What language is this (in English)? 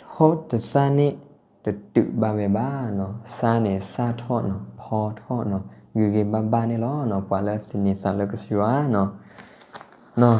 S'gaw Karen